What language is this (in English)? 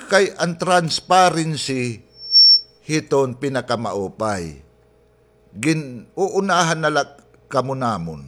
Waray